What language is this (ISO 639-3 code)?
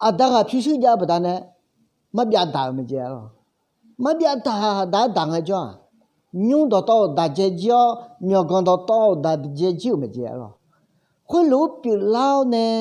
ahk